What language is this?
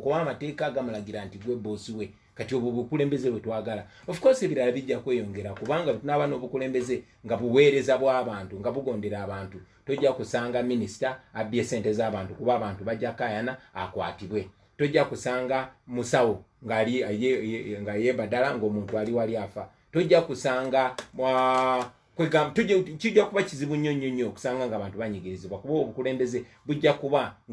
Ganda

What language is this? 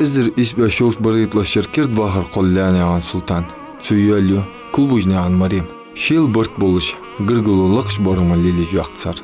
Ingush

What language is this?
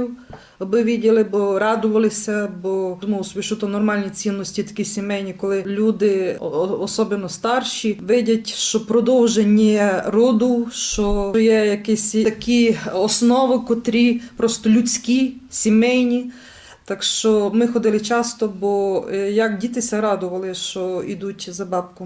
Rusyn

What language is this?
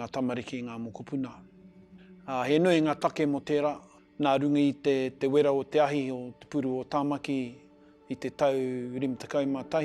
Māori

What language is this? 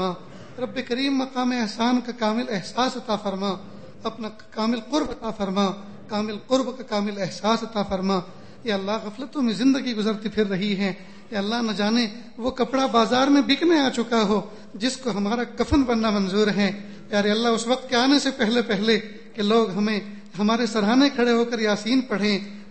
Urdu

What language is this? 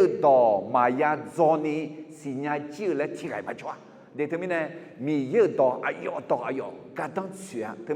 Akha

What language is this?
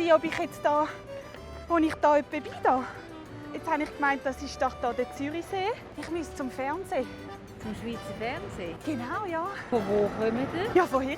Swiss German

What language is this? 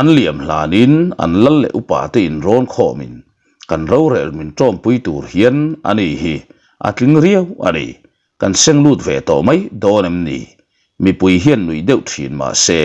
Mizo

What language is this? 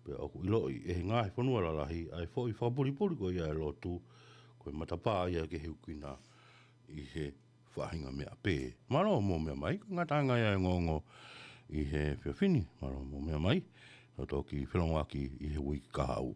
Tongan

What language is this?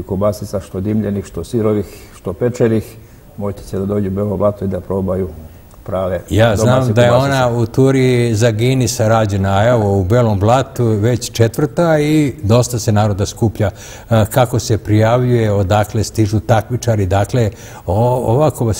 Serbian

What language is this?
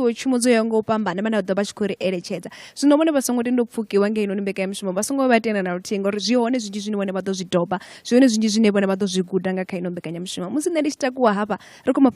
Venda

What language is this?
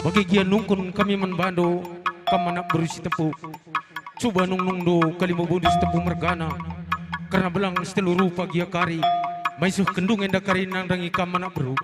Batak Karo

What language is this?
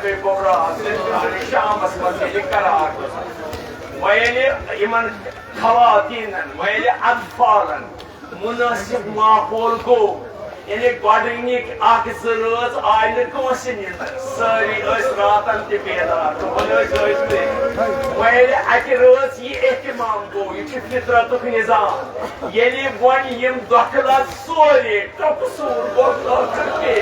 Kashmiri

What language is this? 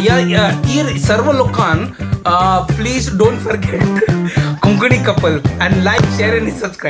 Konkani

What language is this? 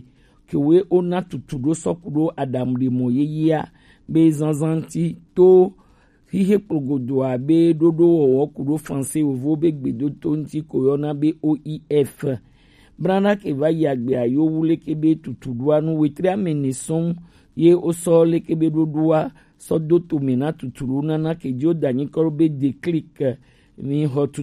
Gen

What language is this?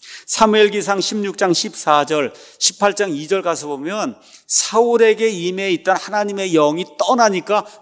Korean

